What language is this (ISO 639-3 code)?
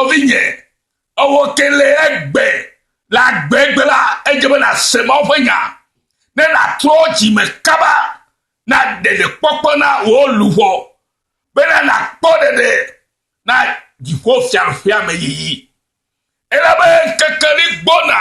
ewe